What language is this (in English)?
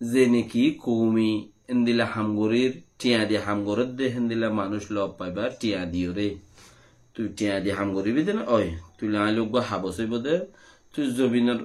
Rohingya